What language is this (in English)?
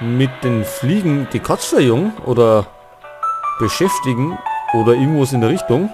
Bavarian